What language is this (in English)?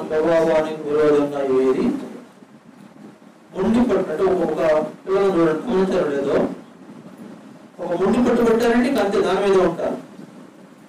Telugu